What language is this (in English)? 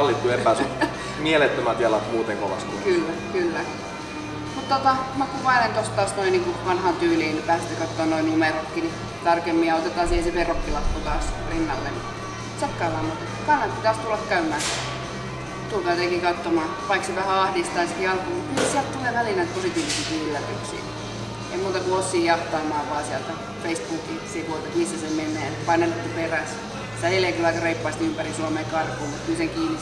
Finnish